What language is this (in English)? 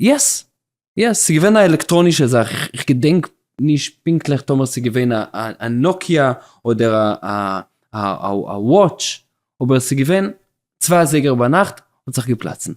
Yiddish